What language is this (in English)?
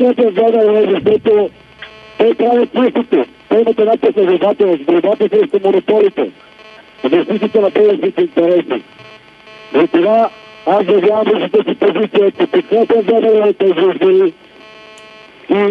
Bulgarian